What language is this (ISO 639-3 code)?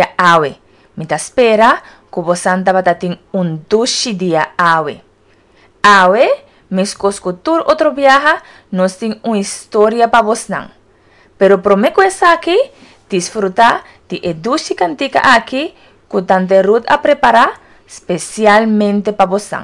pap